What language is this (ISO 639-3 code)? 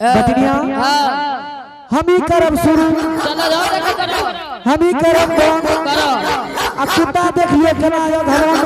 anp